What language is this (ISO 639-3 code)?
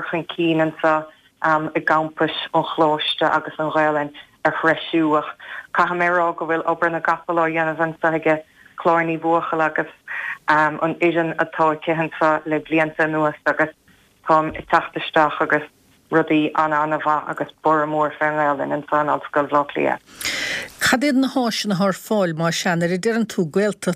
gle